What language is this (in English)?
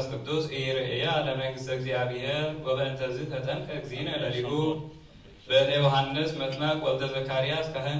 Geez